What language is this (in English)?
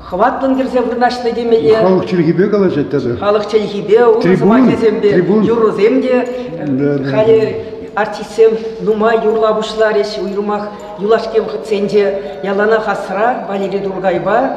Chuvash